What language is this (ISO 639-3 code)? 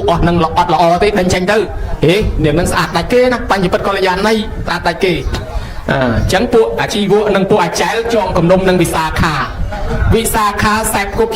khm